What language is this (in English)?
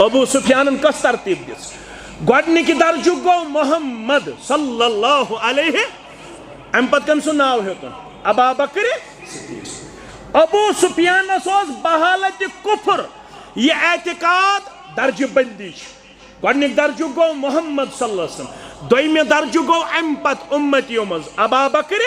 Kashmiri